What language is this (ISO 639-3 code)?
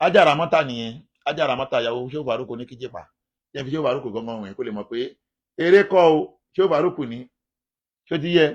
yor